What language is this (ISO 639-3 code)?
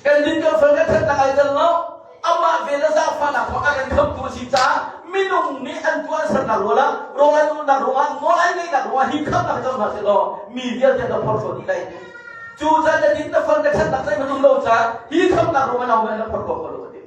cnh